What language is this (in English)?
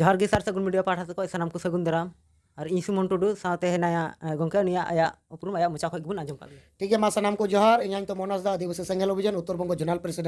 Santali